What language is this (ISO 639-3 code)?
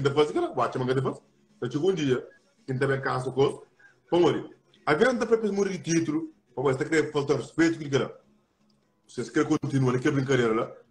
kea